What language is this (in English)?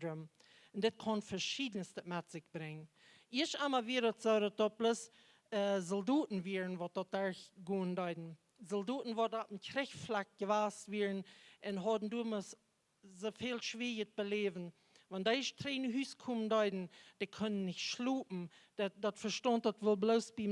Plautdietsch